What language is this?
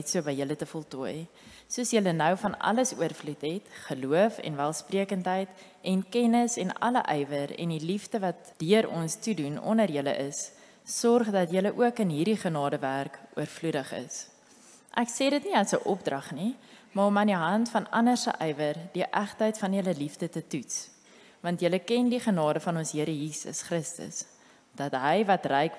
Afrikaans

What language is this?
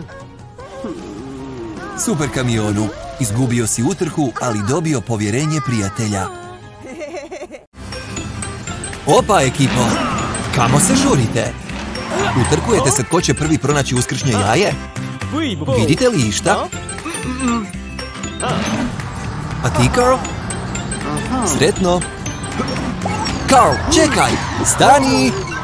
Croatian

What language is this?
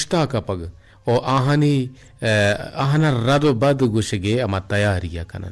Eastern Balochi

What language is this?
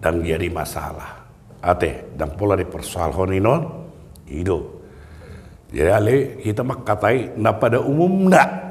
Batak Toba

